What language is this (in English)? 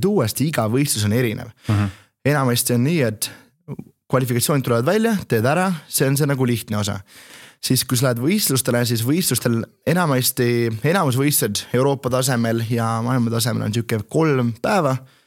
Estonian